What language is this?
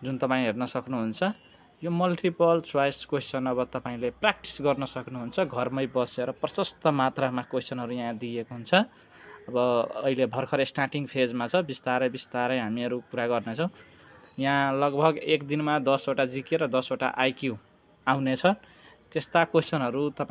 Nepali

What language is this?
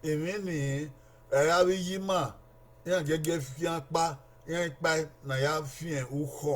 Bini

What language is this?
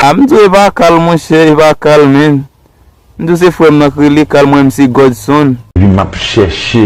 Haitian Creole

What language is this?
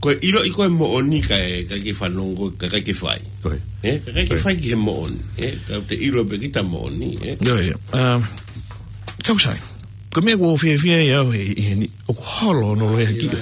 Tongan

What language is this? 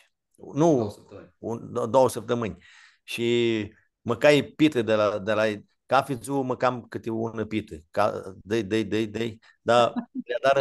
Aromanian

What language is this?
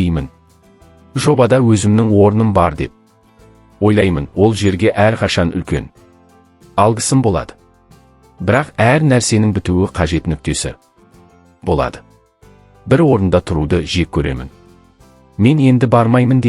Kazakh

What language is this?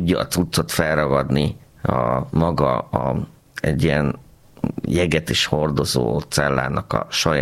Hungarian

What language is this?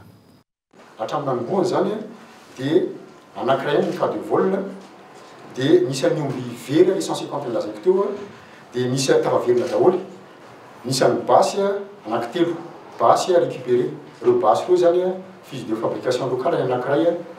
Malagasy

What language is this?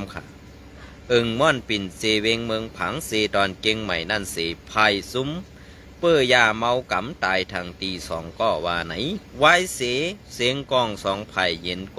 Shan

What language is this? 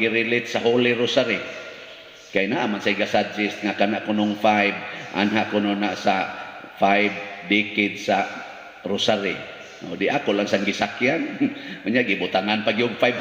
Cebuano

